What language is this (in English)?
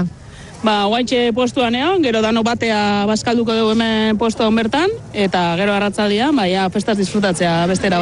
Basque